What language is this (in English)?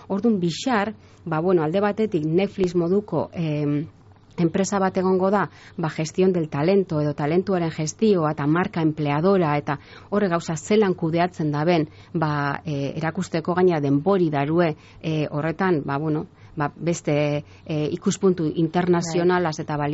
Basque